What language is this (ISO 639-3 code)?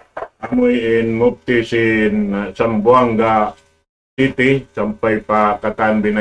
tsg